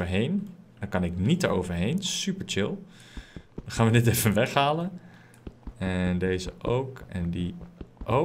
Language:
Dutch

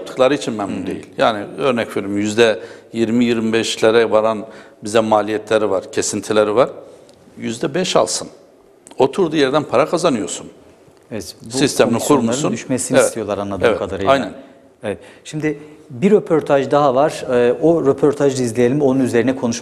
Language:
Turkish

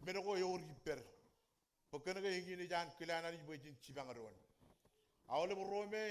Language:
Marshallese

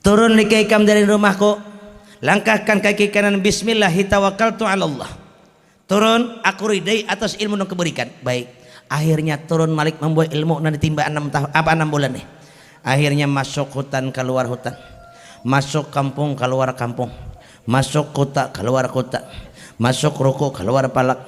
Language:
Banjar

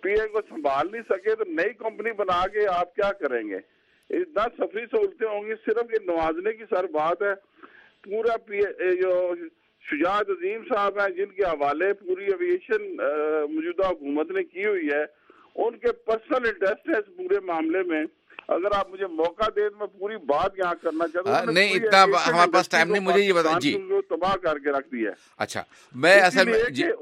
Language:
Urdu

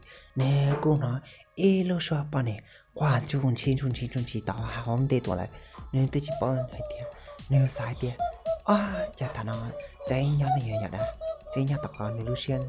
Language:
Hmong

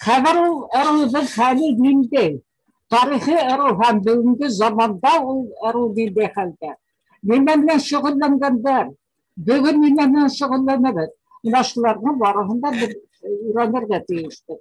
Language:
Bashkir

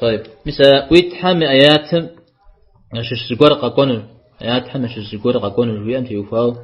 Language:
Kabardian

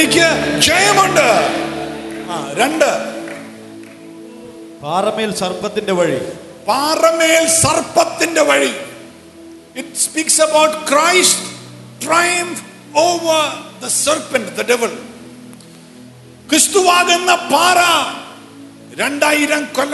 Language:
Malayalam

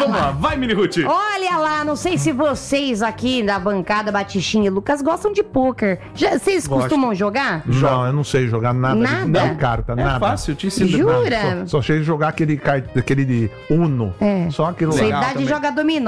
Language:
Portuguese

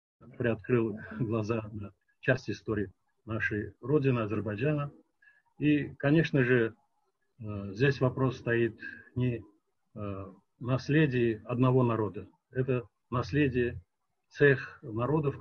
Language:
Russian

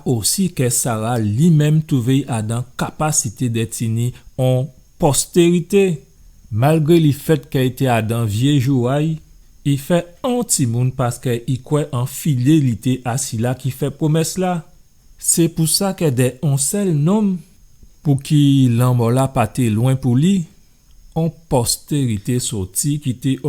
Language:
Guadeloupean Creole French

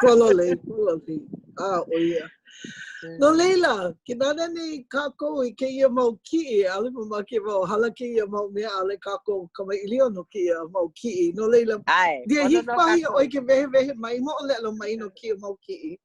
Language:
Hawaiian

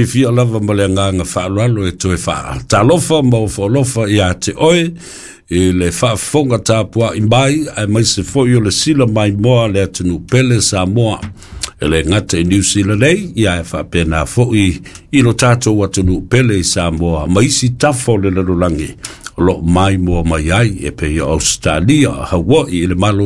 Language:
Samoan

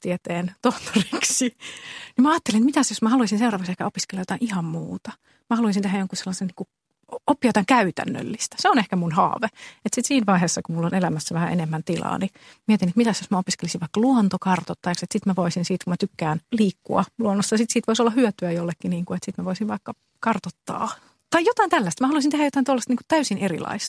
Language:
Finnish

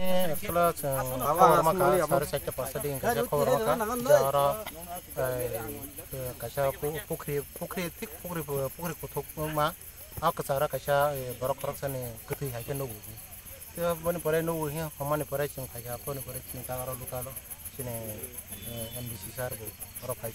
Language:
Kok Borok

